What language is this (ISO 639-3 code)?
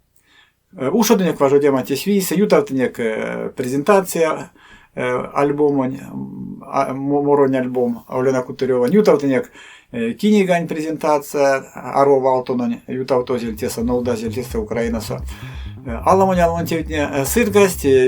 myv